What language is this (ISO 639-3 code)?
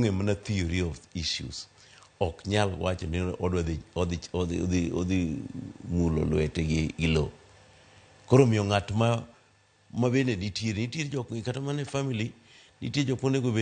luo